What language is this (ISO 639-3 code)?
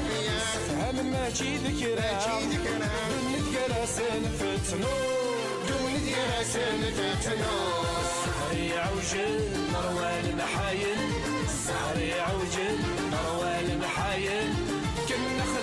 kab